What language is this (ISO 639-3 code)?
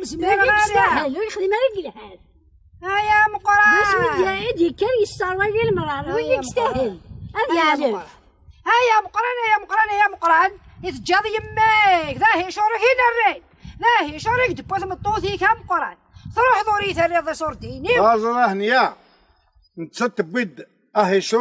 kab